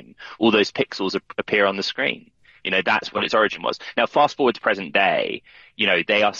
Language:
English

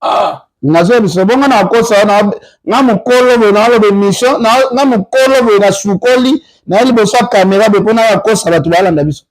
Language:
Lingala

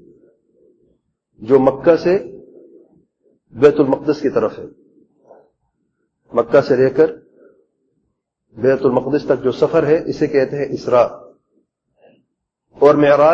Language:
Urdu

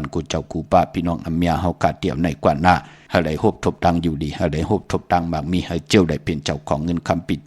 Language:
Shan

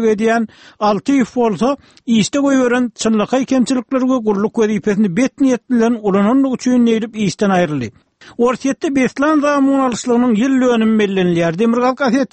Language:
Turkmen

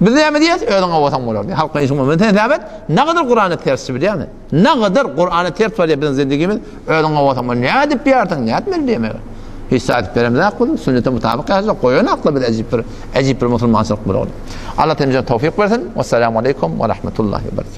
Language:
Turkmen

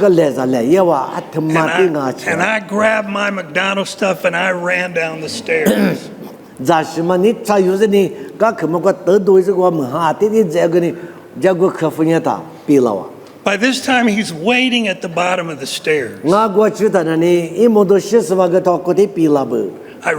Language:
Lisu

